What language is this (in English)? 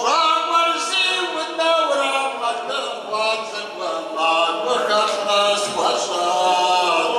Kabardian